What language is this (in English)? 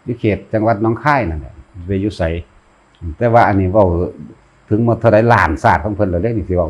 Northeastern Thai